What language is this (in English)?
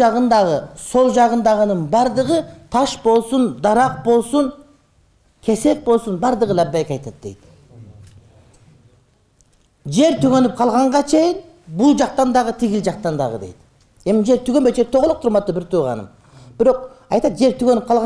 Kyrgyz